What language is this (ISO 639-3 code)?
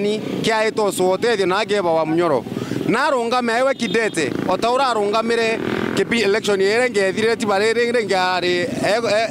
mer